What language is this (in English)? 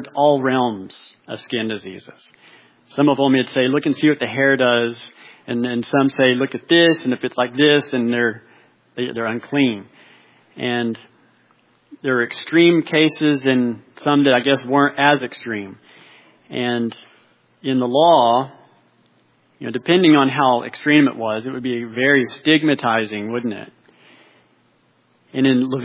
English